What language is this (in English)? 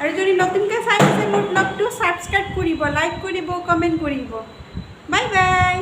Assamese